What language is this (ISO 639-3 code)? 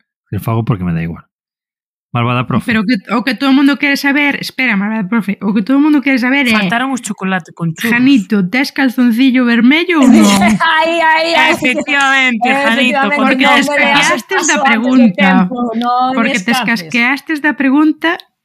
glg